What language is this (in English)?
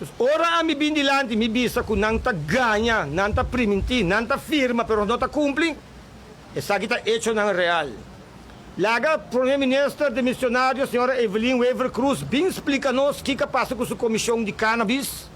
Papiamento